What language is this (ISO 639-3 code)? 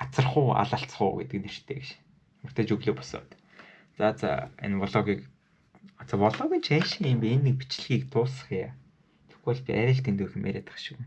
mon